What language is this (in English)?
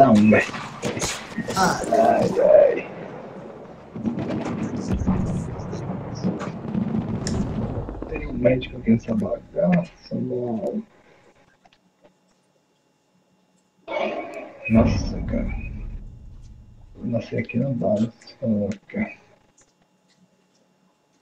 Portuguese